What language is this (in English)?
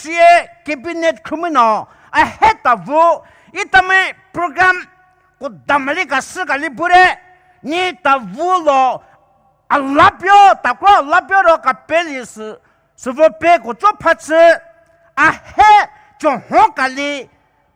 Poumei Naga